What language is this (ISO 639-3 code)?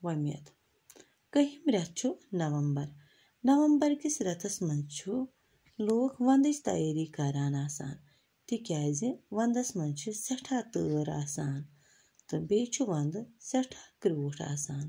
kas